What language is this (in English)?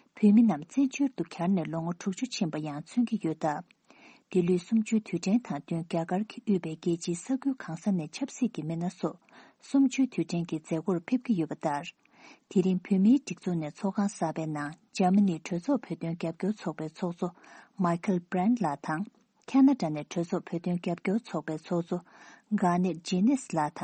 Tibetan